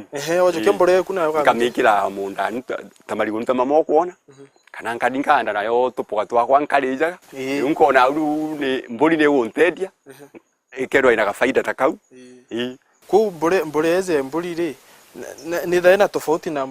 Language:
Meru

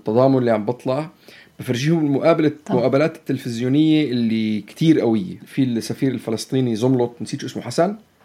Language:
North Levantine Arabic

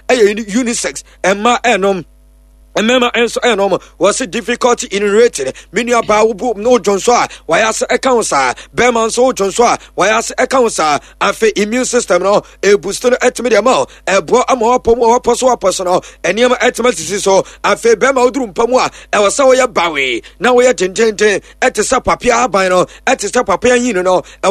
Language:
Akan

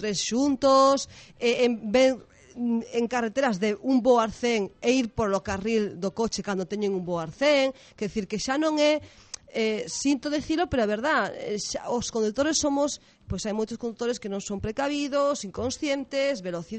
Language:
Galician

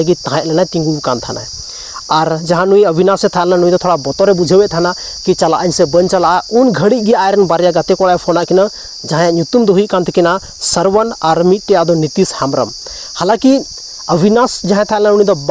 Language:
Santali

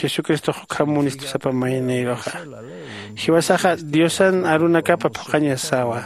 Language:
Aymara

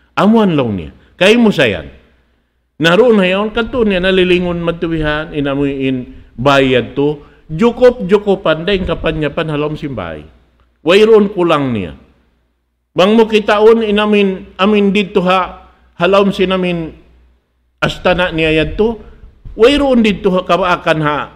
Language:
Tausug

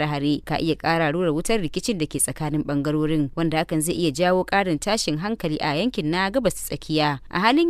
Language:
Hausa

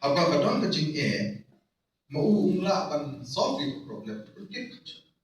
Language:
Khasi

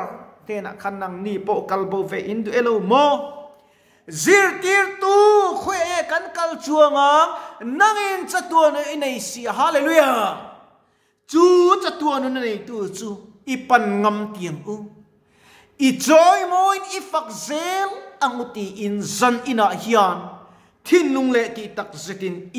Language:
Mizo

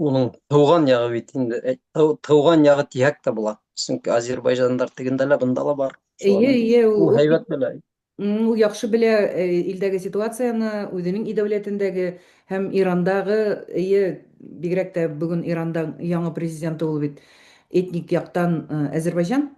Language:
Bashkir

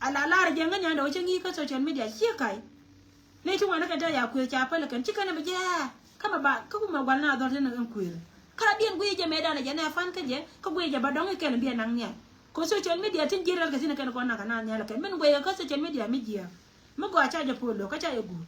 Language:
Nuer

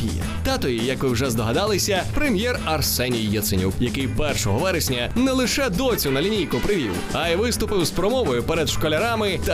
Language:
Ukrainian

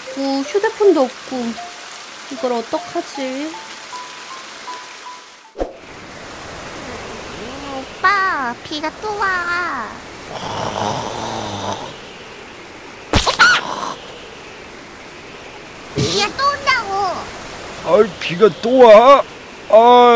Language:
Korean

